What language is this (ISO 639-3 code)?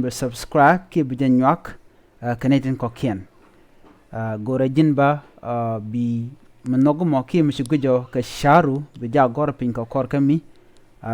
nus